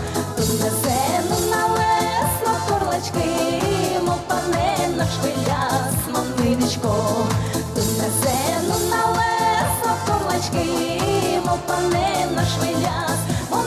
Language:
Udmurt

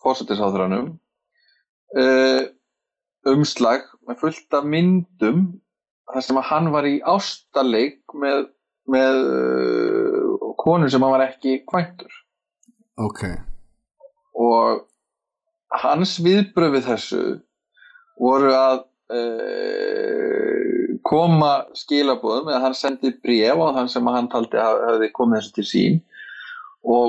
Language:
Icelandic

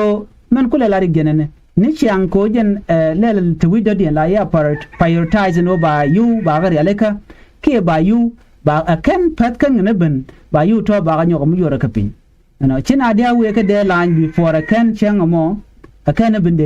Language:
Nuer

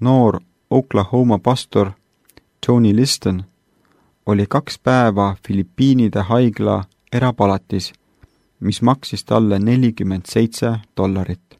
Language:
Estonian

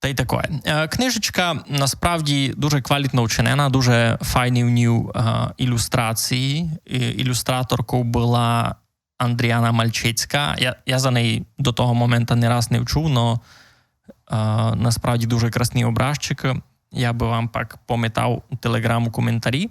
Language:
Rusyn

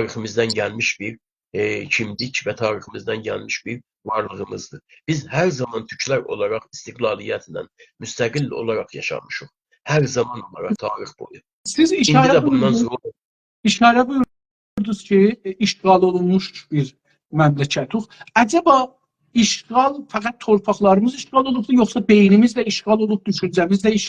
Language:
South Azerbaijani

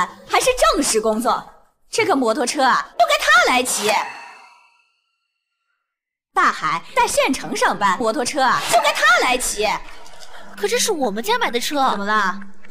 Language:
Chinese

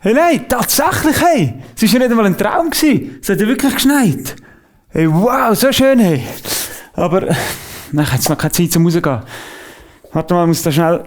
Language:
Swiss German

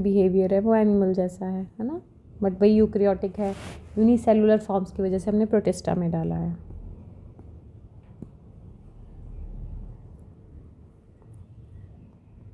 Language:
Hindi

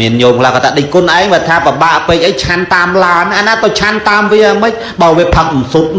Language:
Khmer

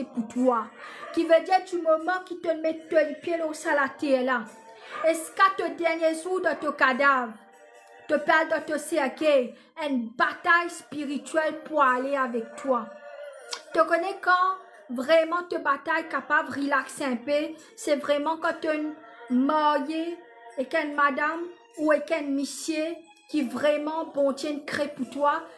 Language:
Morisyen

